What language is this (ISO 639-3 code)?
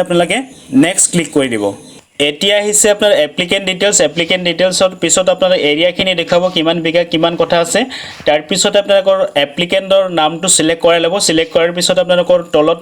asm